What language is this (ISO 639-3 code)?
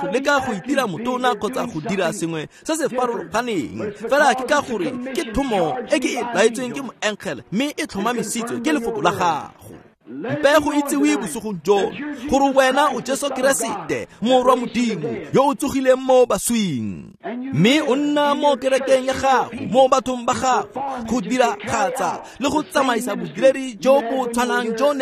tsn